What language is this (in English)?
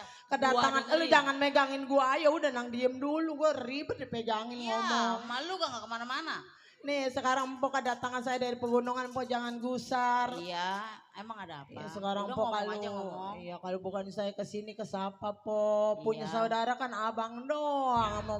Betawi